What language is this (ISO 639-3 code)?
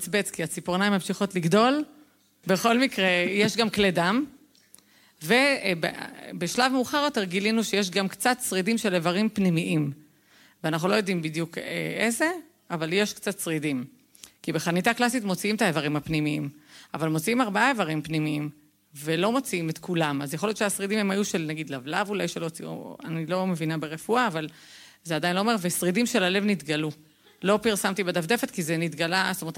heb